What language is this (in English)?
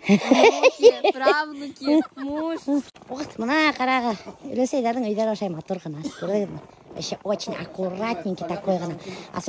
Bashkir